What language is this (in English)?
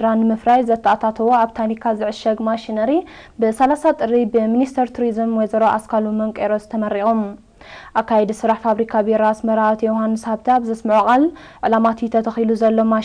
Tigrinya